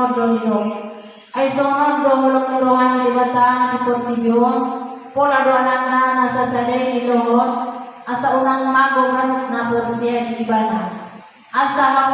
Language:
Batak Toba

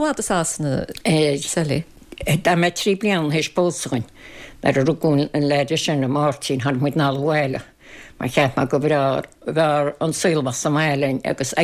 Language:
Irish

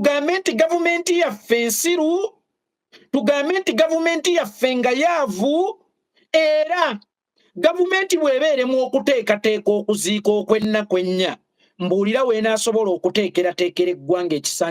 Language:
Ganda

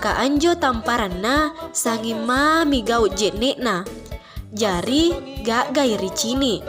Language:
Makasar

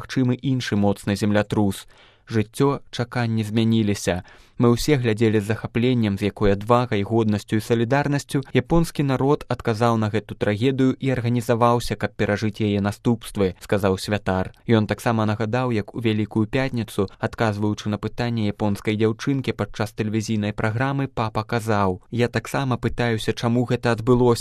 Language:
Belarusian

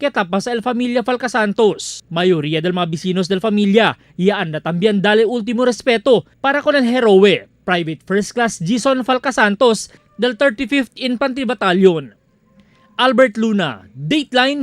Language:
Chavacano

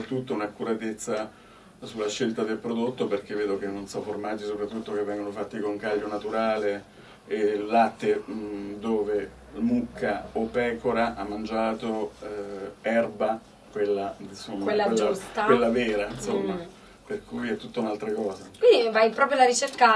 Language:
Italian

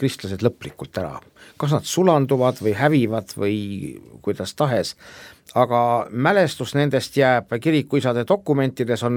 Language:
Estonian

